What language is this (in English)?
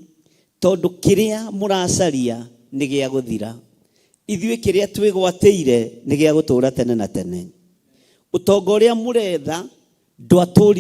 Kikuyu